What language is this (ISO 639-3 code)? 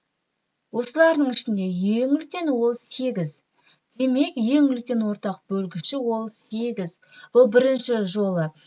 kaz